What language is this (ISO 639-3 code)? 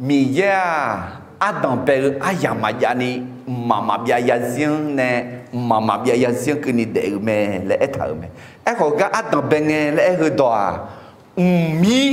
ahk